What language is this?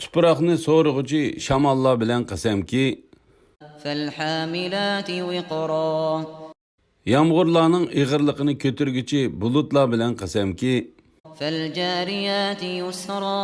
Uyghur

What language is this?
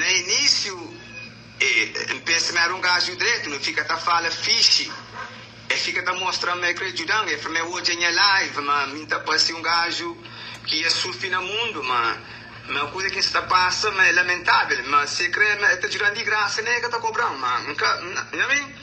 Kabuverdianu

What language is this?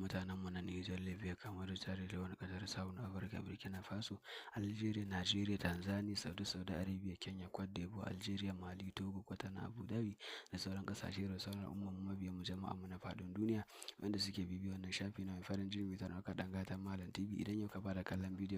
Hausa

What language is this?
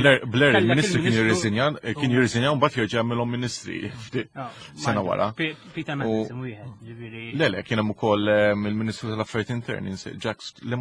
Maltese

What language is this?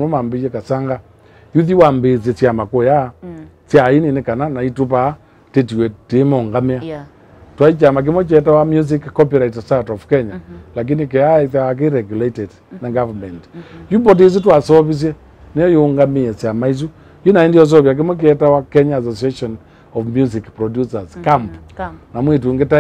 Kamba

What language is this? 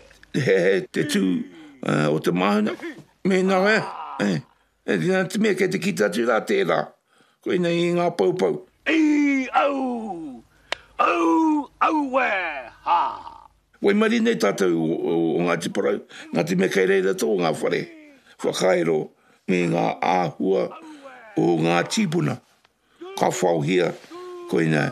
Māori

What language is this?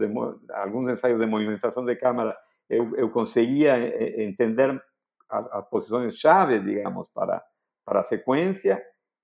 Portuguese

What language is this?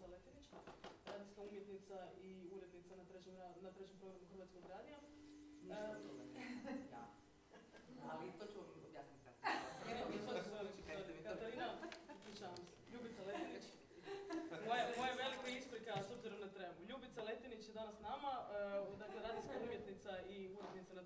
Croatian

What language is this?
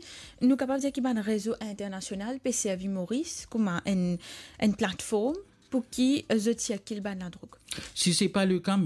Morisyen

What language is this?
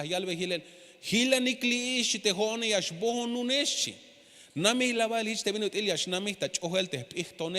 Tzeltal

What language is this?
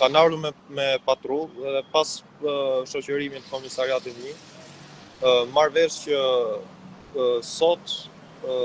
Albanian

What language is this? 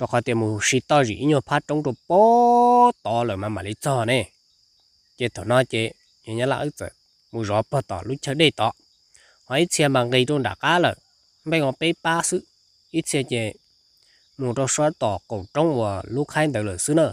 Hmong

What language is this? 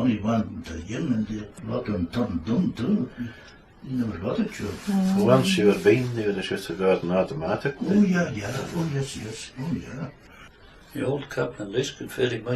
Scots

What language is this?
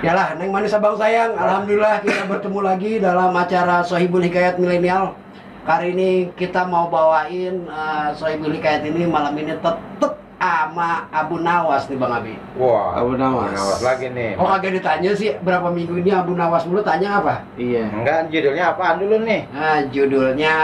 Betawi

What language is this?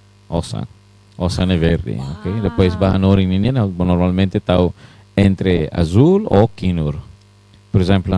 Tetum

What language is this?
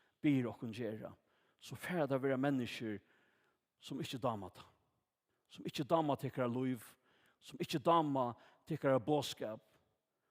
Faroese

